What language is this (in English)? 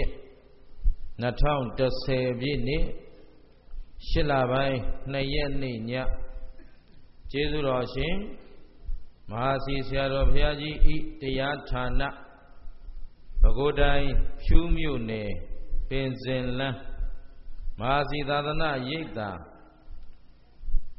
Burmese